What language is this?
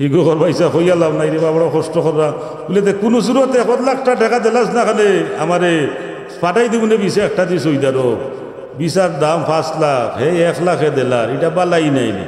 Sylheti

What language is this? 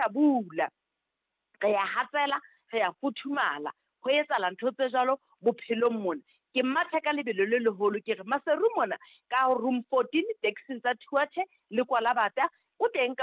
Southern Sotho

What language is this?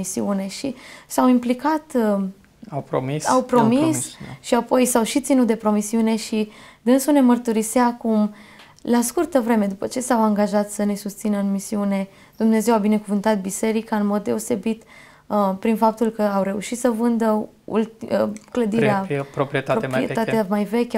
Romanian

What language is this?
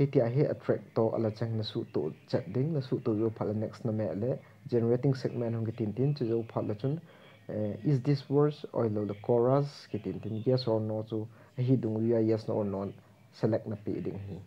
Thado Chin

